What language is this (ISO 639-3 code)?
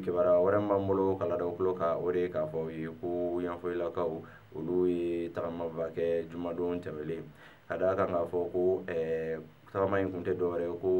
bam